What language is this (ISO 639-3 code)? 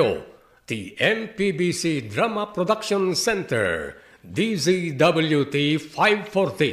ilo